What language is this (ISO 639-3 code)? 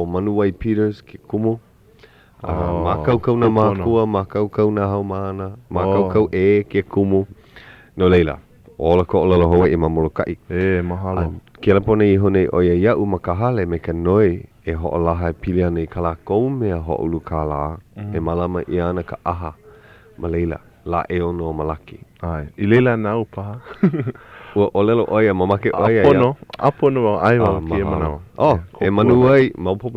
haw